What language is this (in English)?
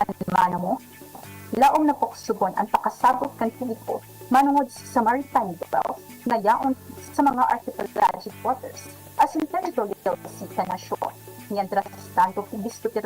Bikol